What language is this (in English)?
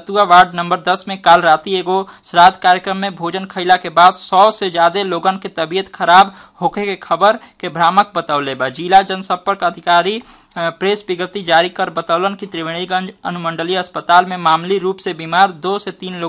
Bhojpuri